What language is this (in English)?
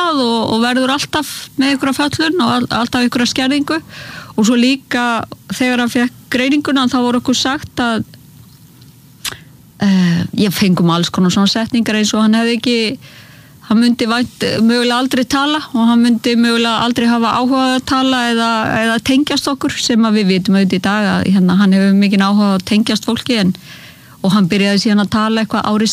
Icelandic